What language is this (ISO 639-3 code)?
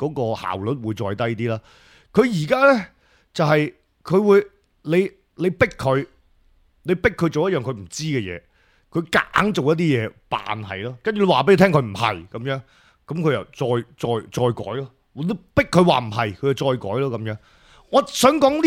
yue